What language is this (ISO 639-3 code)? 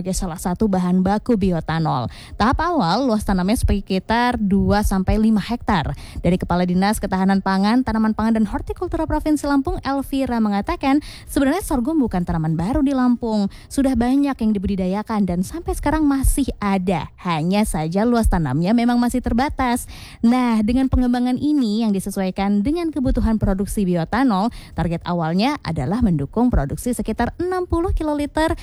ind